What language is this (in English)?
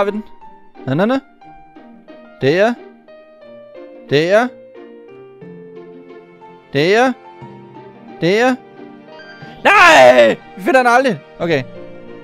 Danish